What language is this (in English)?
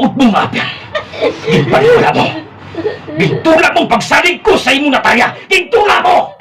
Hiligaynon